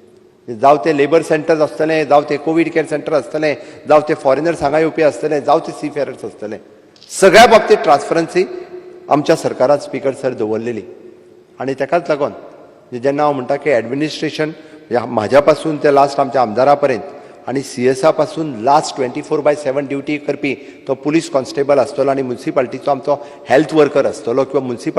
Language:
Konkani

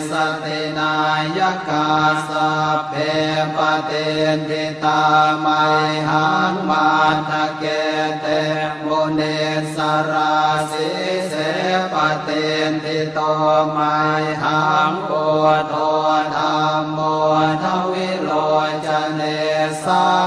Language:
Pali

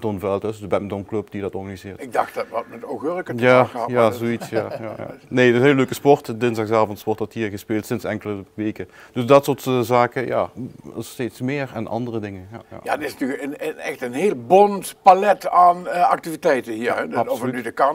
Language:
Limburgish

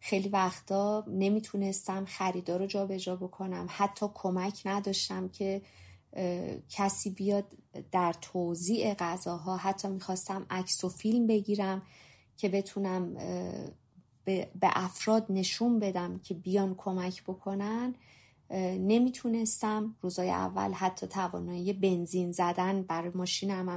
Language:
Persian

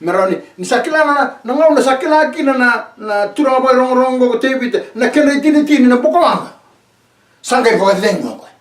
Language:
Fijian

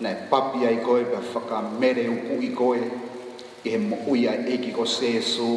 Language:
Tongan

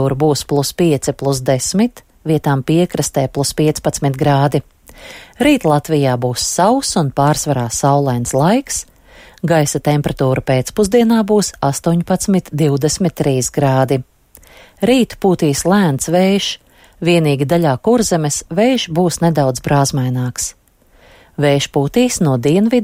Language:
Latvian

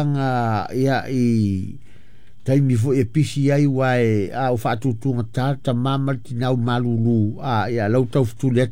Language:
Samoan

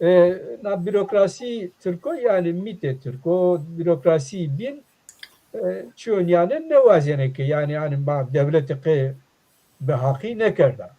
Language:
Zaza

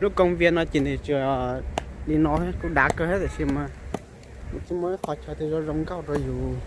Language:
Hmong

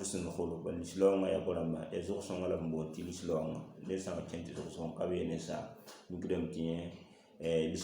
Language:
Mossi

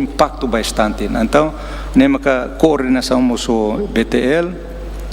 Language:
Tetum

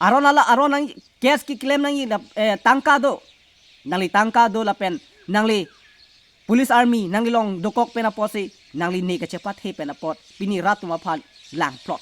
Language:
Karbi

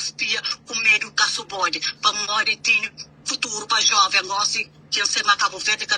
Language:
Kabuverdianu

